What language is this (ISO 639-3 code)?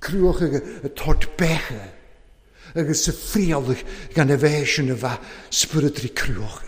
cym